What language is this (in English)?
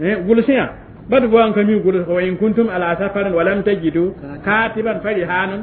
Mossi